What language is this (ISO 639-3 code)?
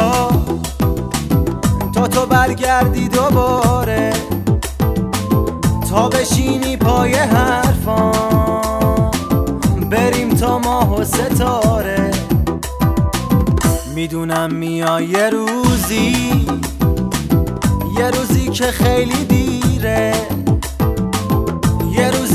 fas